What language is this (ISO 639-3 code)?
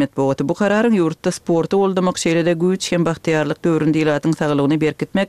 kir